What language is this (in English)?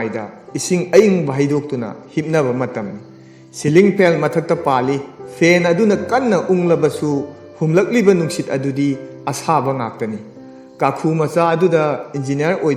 Manipuri